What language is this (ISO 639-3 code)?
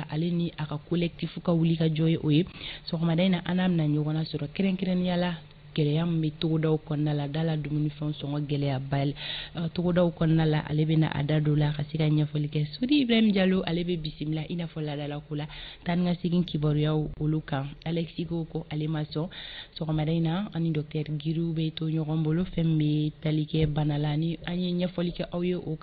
bam